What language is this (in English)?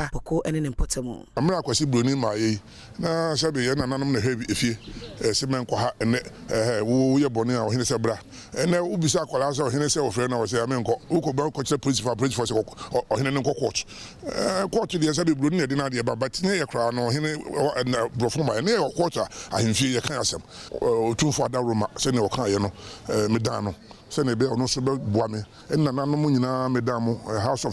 Akan